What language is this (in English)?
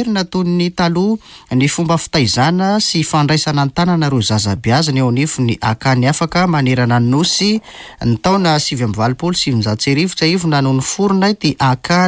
Malagasy